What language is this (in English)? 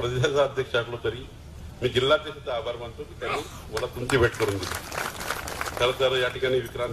Marathi